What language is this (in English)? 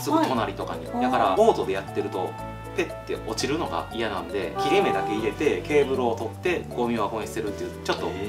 Japanese